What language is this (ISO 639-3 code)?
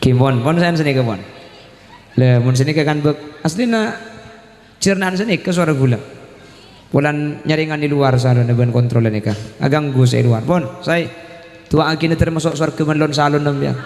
mad